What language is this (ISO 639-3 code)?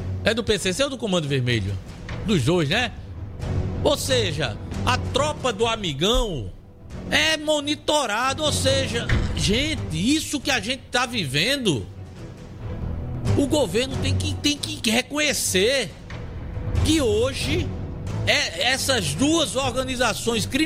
por